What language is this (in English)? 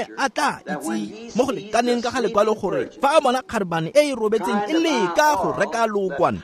Tswana